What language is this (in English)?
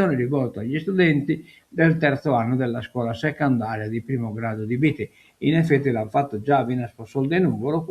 Sardinian